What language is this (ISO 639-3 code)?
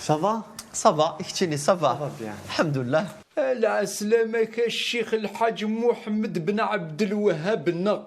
kab